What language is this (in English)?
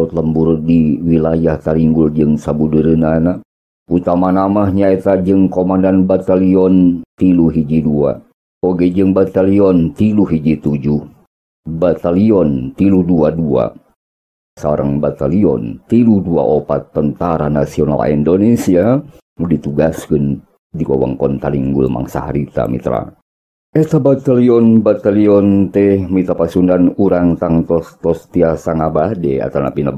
Sundanese